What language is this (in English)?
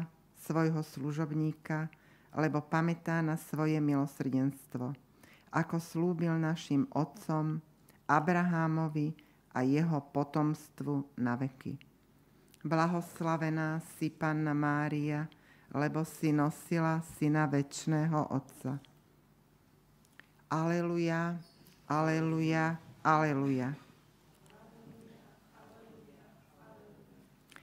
Slovak